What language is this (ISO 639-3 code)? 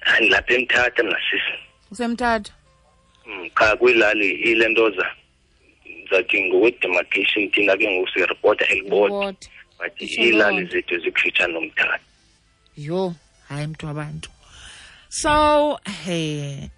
xho